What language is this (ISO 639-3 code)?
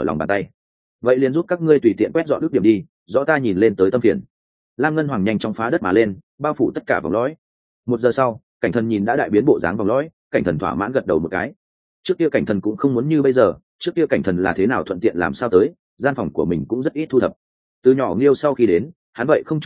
vie